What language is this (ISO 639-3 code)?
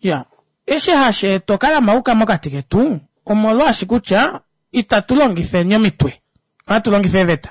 kua